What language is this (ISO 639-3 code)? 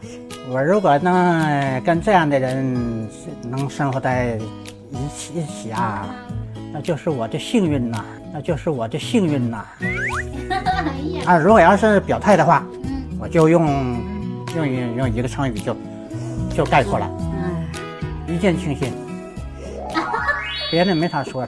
zho